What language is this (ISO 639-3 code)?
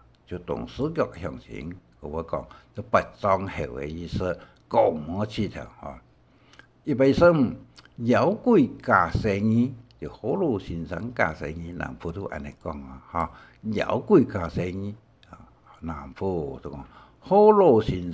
hak